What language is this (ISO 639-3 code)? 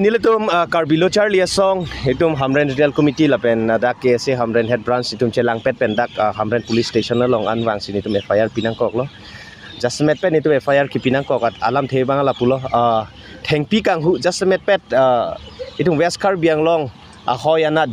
mjw